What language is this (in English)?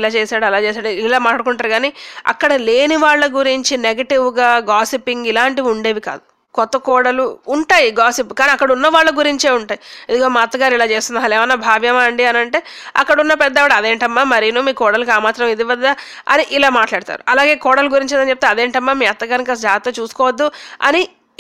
Telugu